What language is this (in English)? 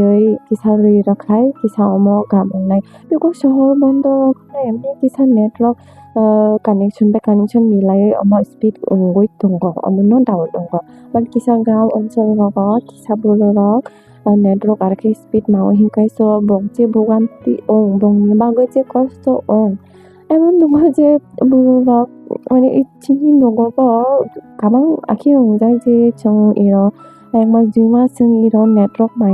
Kok Borok